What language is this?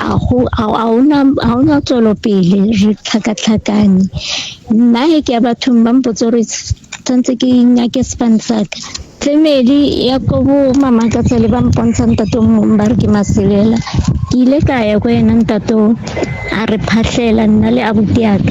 Northern Sotho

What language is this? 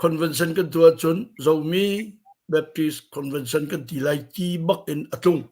Hakha Chin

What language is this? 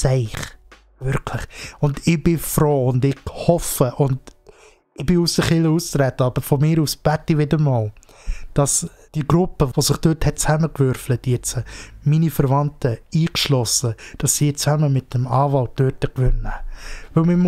Swiss German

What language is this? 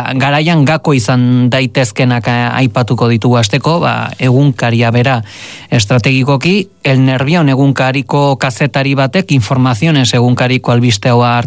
Basque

